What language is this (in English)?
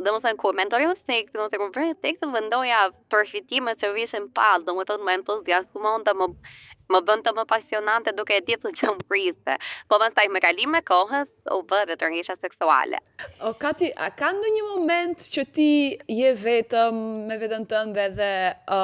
Albanian